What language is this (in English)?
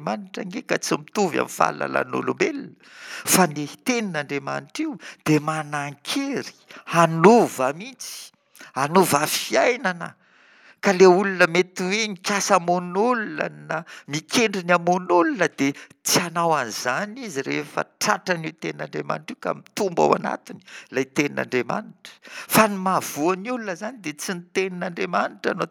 Malagasy